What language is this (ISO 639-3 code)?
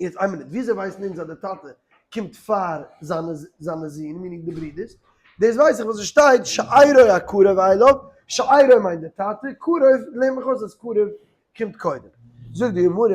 yid